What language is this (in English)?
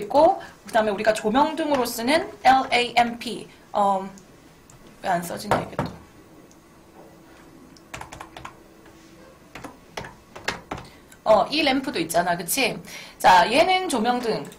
Korean